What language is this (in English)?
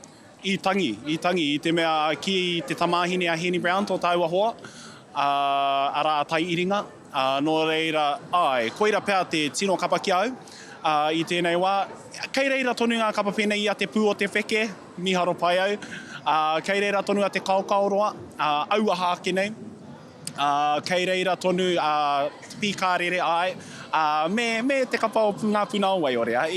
Māori